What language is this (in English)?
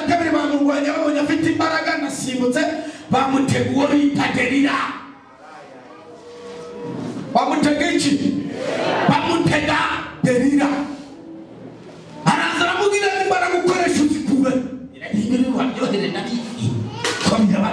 Kinyarwanda